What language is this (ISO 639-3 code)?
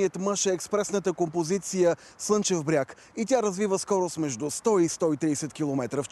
bul